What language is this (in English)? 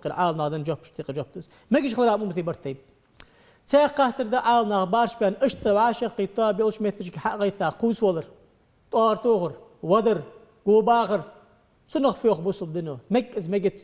Ingush